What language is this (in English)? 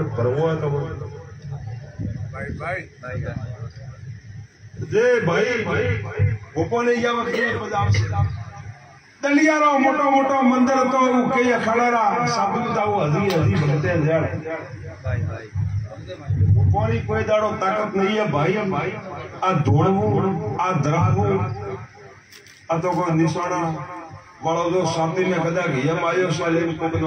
Gujarati